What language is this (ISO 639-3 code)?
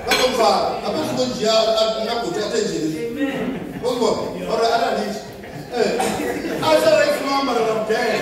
ven